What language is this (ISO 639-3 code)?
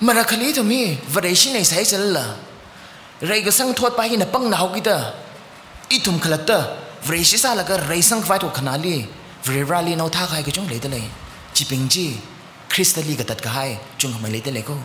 nmf